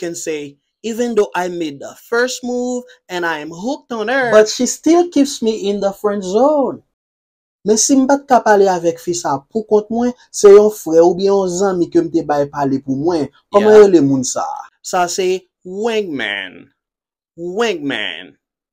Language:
Haitian Creole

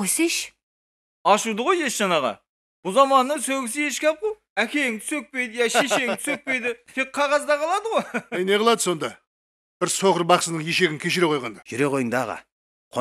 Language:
Kara-Kalpak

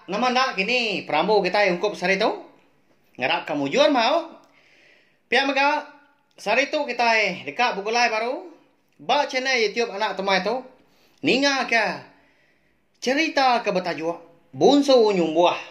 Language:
Iban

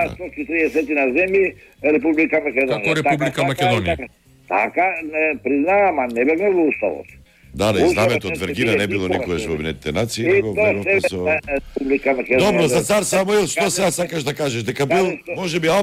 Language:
Macedonian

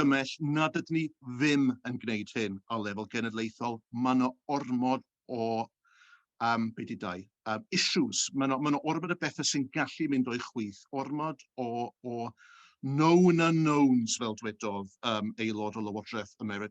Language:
Welsh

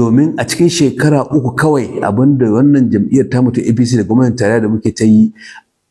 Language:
Hausa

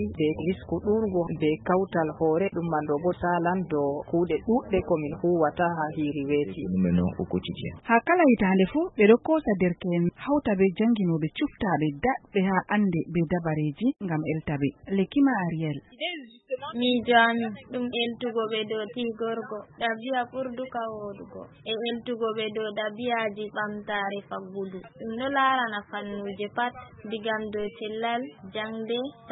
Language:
Nigerian Fulfulde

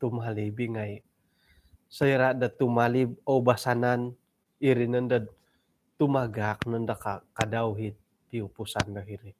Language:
Central Dusun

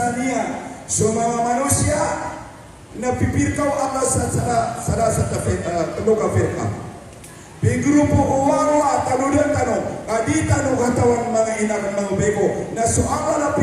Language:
Maranao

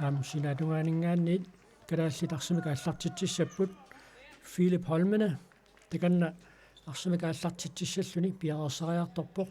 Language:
Kalaallisut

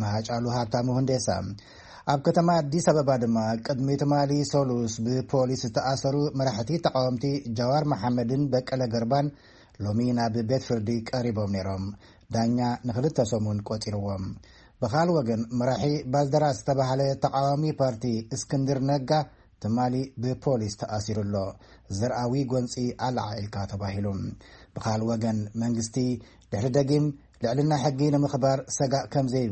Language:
Tigrinya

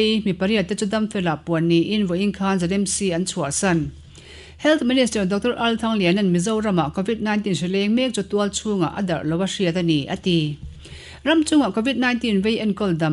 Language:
Mizo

